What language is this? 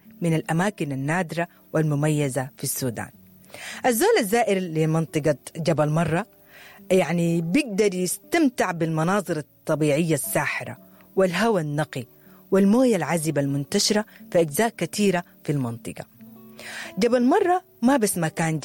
Sudanese Arabic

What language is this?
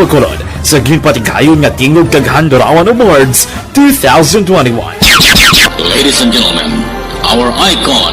Hiligaynon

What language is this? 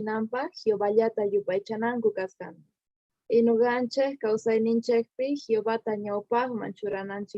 South Bolivian Quechua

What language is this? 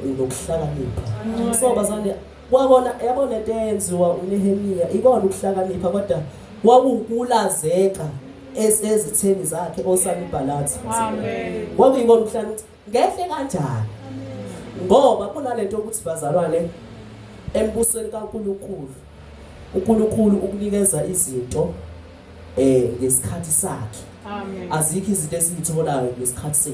Zulu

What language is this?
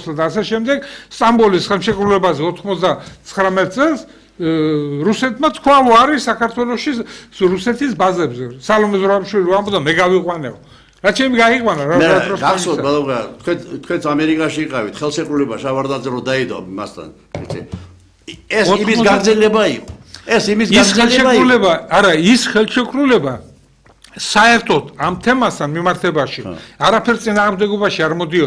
Georgian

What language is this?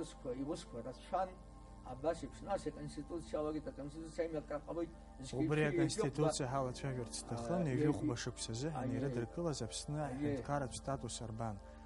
Abkhazian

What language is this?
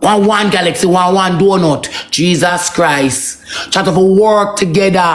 Jamaican Creole English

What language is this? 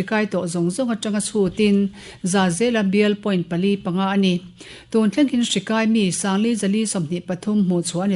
Mizo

